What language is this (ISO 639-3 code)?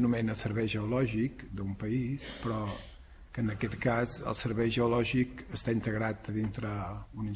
cat